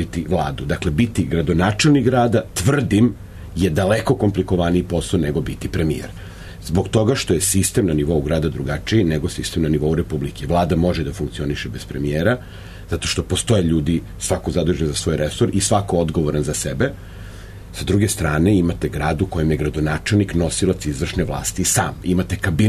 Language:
Serbian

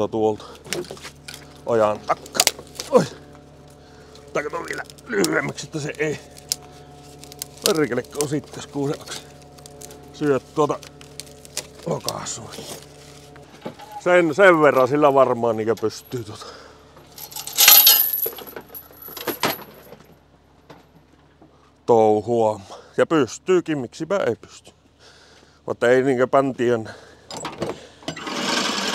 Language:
Finnish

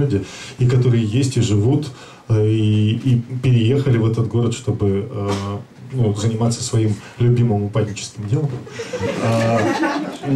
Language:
Russian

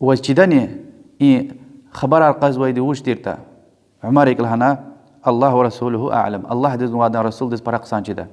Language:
Lezghian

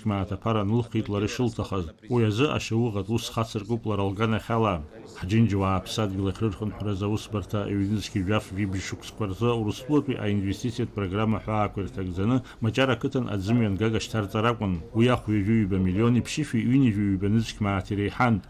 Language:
Abkhazian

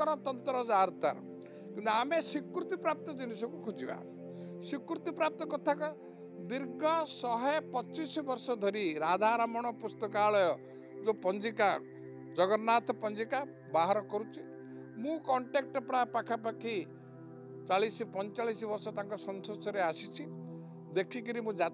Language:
Odia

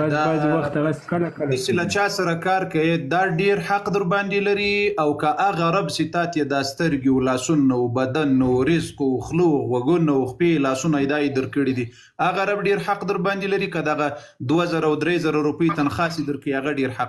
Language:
Pashto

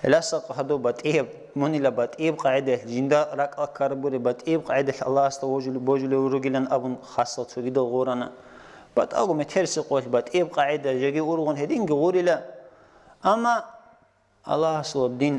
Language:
Avaric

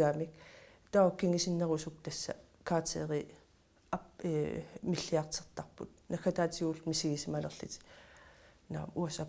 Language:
Kalaallisut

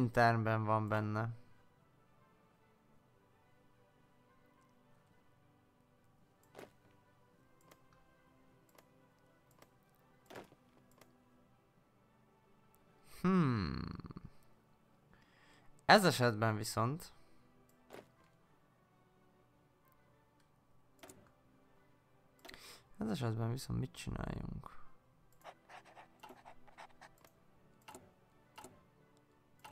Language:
Hungarian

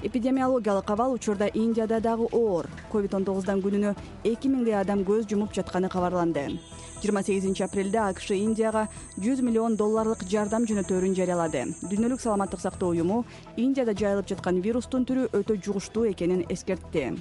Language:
Kyrgyz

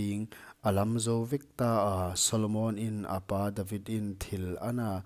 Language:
Paite Chin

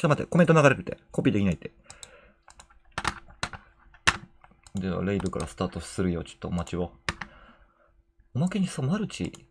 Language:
Japanese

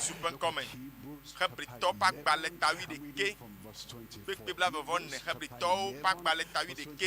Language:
Ewe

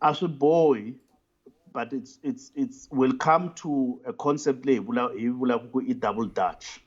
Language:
Tsonga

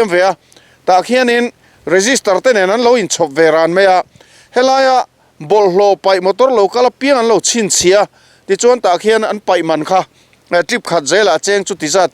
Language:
Mizo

